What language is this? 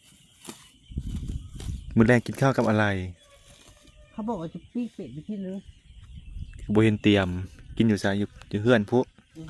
Lao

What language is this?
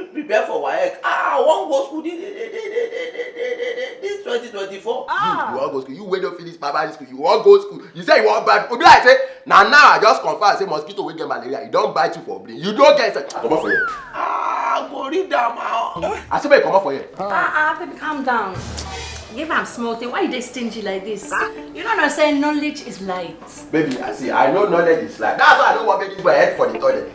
Nigerian Pidgin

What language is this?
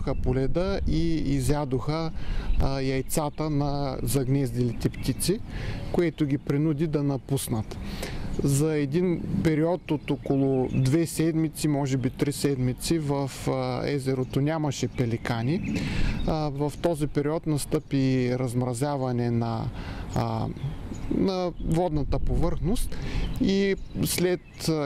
Bulgarian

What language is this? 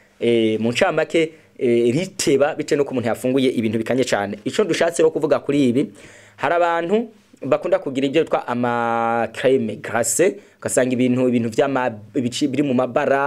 Rundi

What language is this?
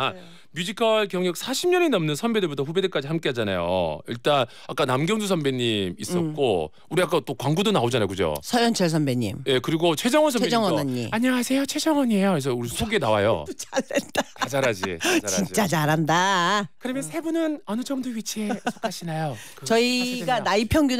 Korean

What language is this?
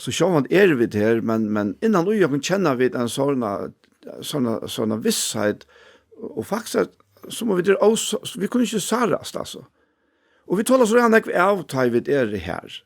Faroese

